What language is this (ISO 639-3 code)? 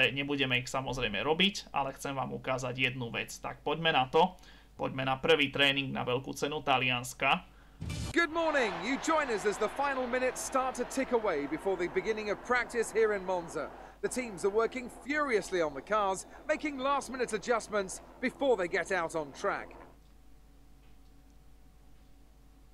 slk